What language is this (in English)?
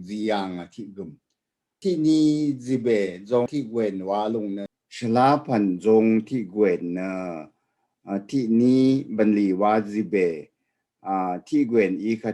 Rawang